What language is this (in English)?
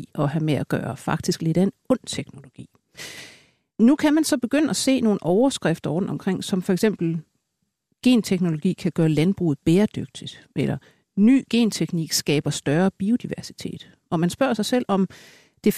Danish